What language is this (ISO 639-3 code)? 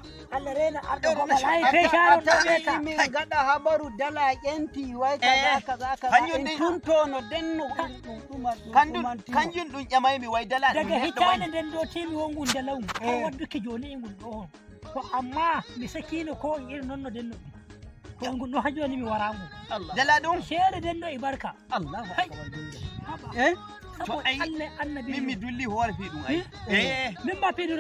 fuv